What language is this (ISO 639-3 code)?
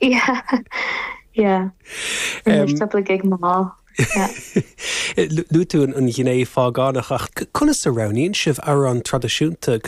gle